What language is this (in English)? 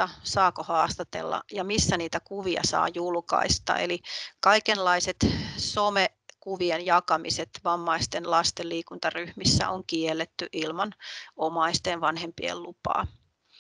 Finnish